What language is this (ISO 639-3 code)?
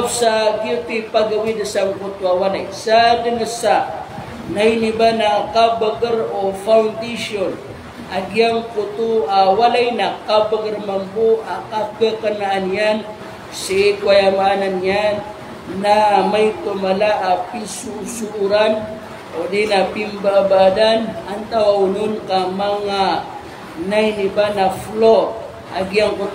mrw